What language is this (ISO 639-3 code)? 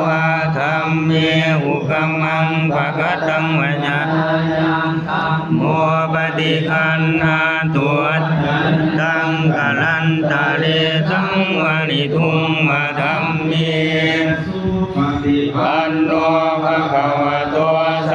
pli